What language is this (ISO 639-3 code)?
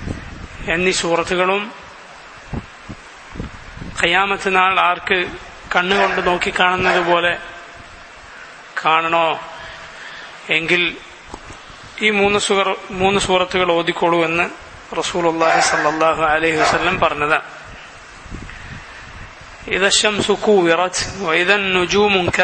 mal